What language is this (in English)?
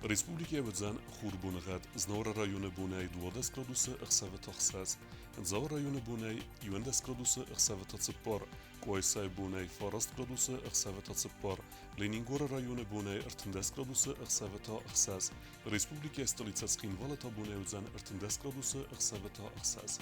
Ossetic